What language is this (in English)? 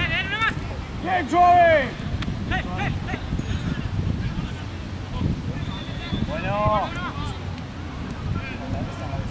Spanish